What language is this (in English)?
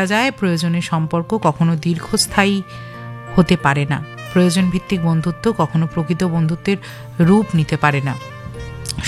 Bangla